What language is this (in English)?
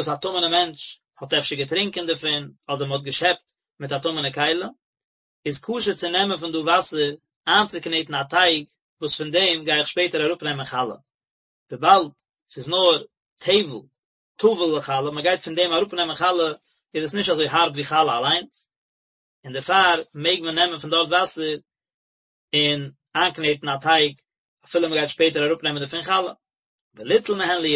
Yiddish